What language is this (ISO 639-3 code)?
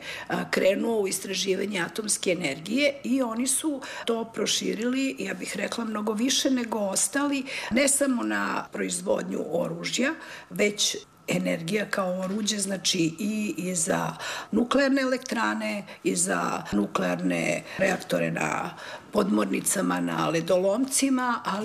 srp